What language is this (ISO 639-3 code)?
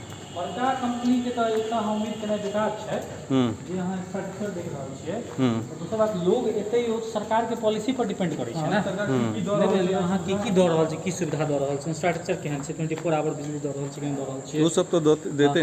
mai